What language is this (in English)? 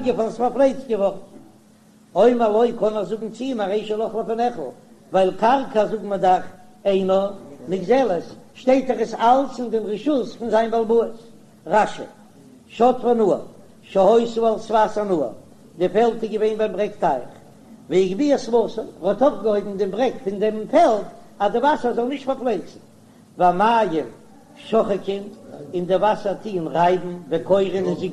Yiddish